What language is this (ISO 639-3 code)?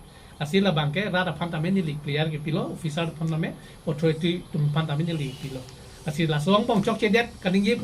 mjw